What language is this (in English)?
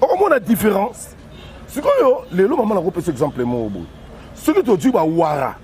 Lingala